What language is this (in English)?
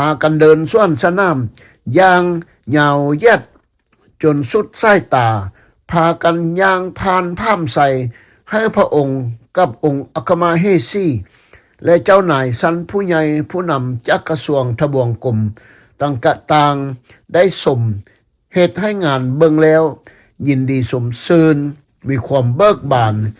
Lao